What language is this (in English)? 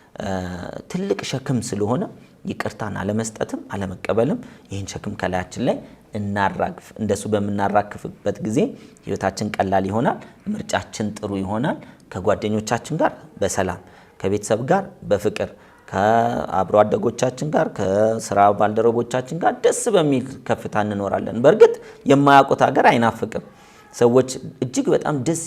Amharic